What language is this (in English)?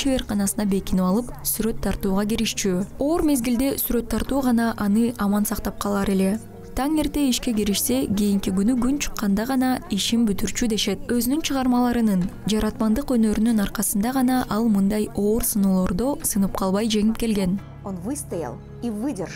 Kyrgyz